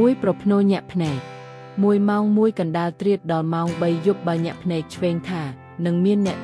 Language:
Khmer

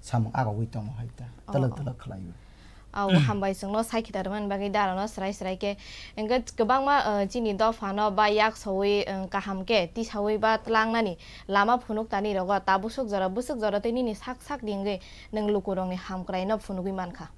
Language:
Kok Borok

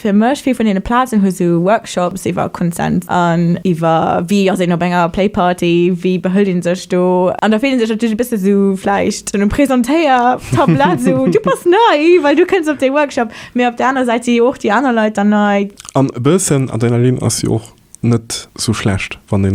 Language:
Luxembourgish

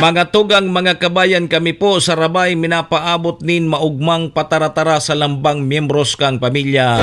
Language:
Bikol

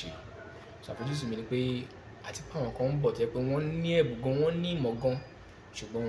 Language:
Yoruba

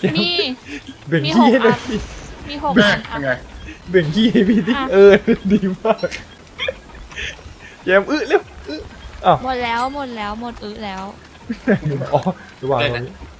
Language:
Thai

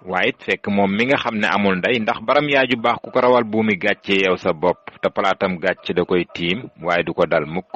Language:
Wolof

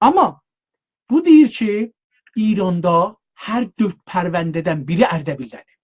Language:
South Azerbaijani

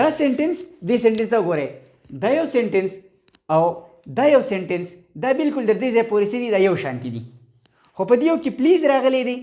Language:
Pashto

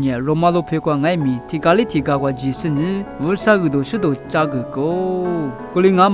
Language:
Lisu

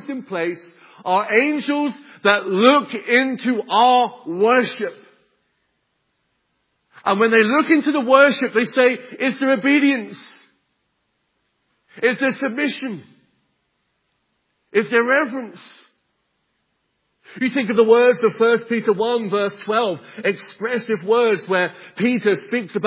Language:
English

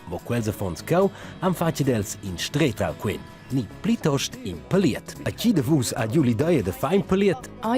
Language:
Romansh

